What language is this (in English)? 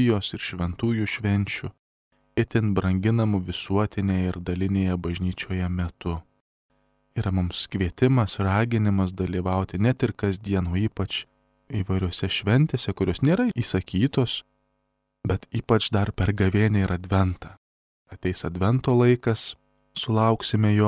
Lithuanian